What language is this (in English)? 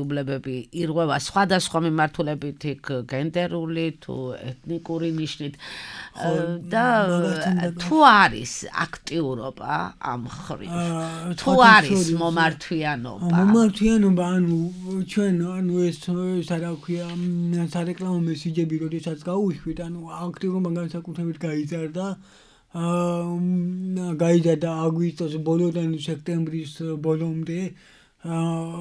Georgian